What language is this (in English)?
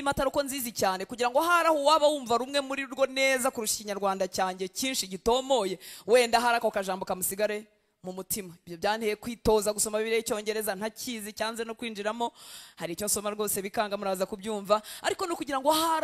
Kinyarwanda